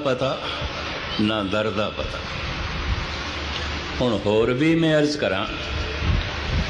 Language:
Punjabi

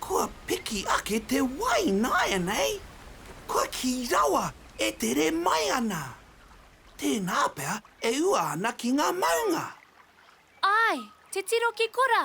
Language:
Māori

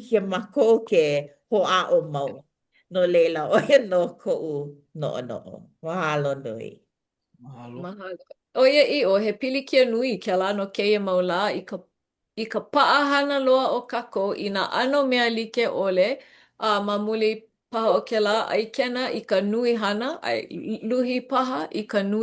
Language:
Hawaiian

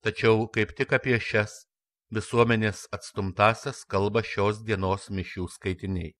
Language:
Lithuanian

